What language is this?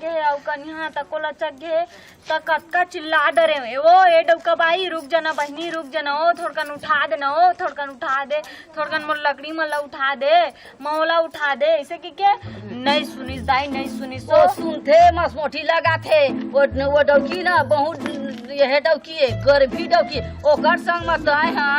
Chhattisgarhi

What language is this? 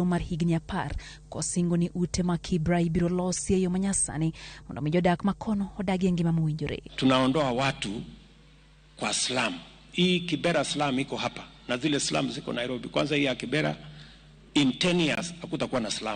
Luo (Kenya and Tanzania)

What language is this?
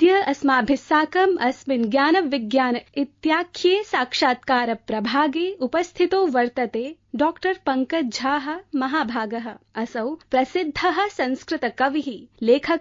Sanskrit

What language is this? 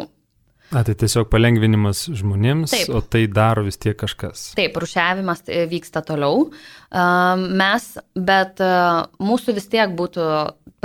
Lithuanian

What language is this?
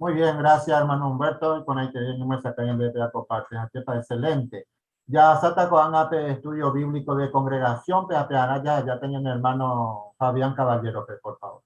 Guarani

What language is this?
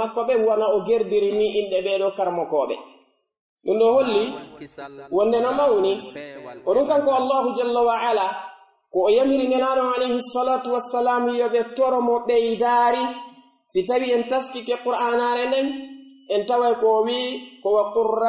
Pular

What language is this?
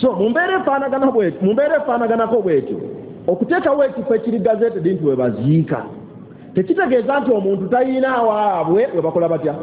Ganda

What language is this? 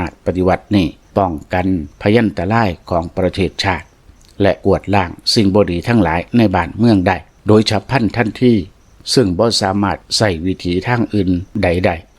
Lao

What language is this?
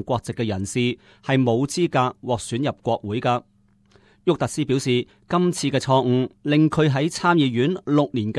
Cantonese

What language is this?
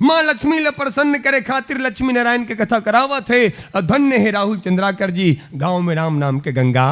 Chhattisgarhi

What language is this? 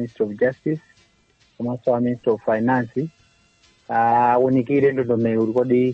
Nyanja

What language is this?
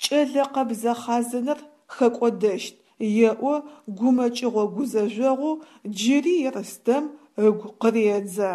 Adyghe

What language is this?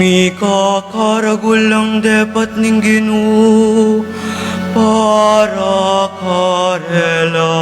Pampanga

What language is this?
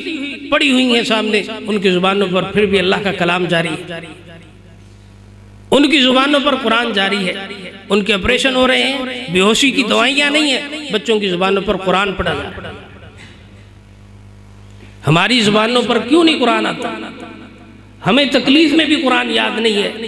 Urdu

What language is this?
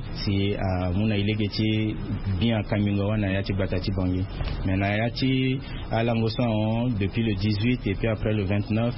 Sango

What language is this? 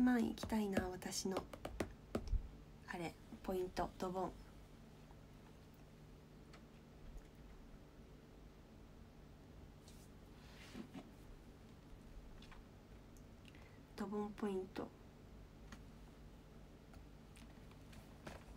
Japanese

